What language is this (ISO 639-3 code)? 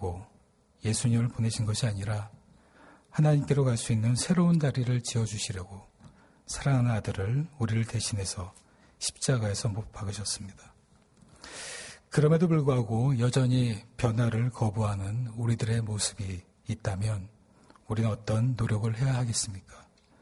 kor